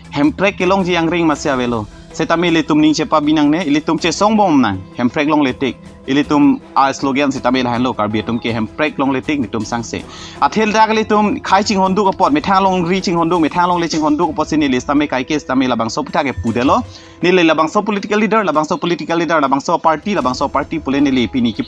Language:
Karbi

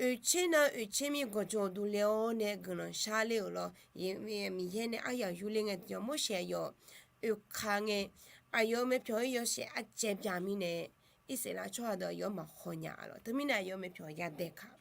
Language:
Akha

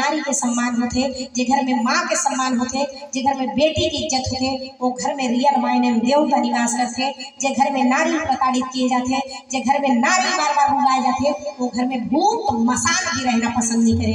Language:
Chhattisgarhi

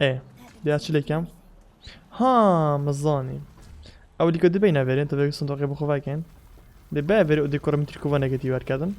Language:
Kurdish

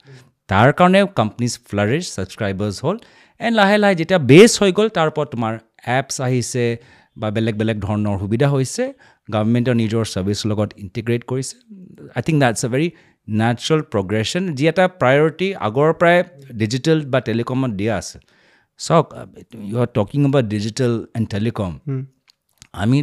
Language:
Assamese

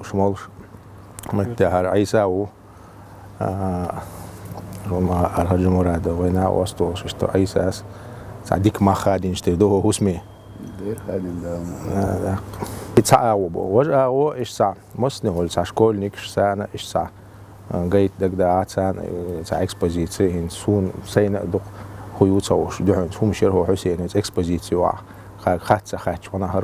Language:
Chechen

